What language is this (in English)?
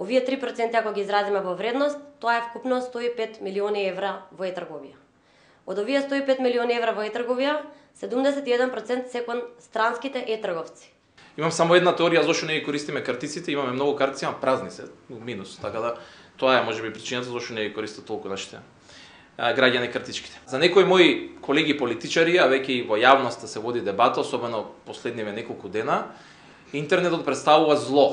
Macedonian